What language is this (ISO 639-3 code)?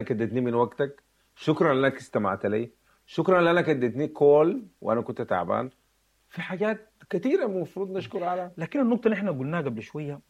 apd